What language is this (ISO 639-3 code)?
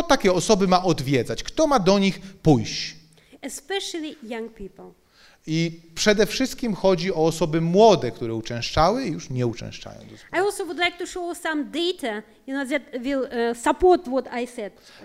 pol